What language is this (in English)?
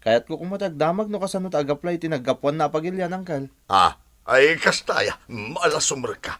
Iloko